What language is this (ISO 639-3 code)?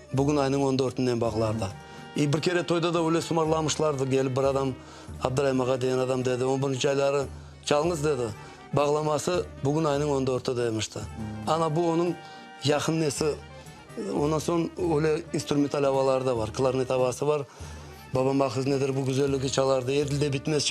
crh